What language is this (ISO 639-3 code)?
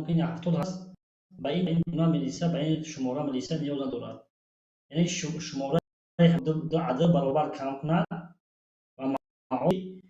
tgk